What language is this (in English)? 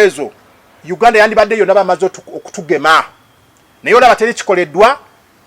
Ganda